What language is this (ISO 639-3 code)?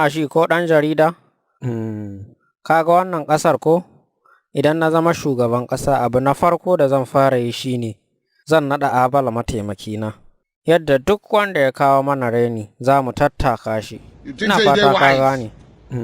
hau